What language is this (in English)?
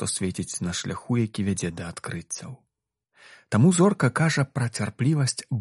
Belarusian